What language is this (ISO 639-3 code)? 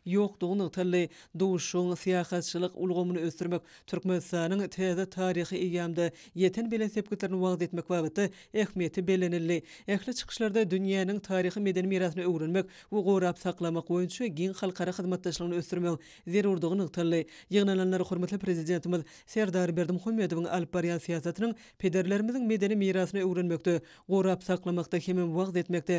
tuk